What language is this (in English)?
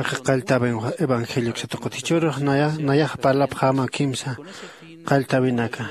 Aymara